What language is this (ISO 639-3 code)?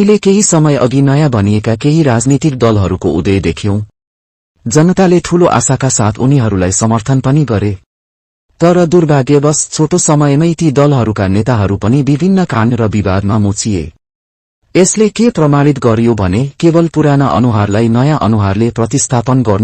nep